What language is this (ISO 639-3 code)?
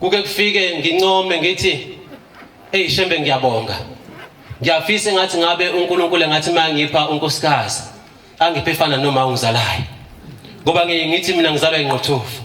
zul